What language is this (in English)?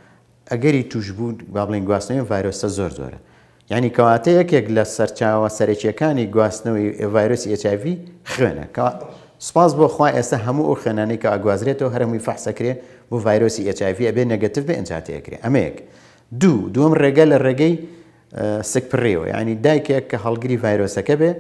Central Kurdish